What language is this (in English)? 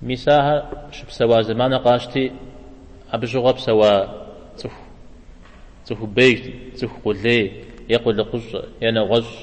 Kabardian